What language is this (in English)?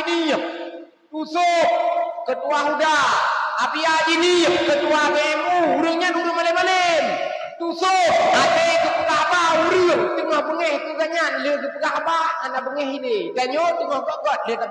Achinese